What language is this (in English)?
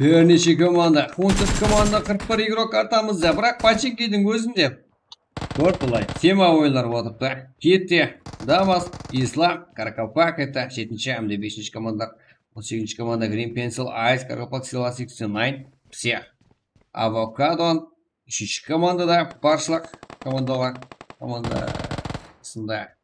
Kara-Kalpak